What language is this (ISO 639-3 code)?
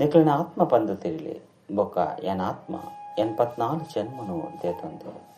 tcy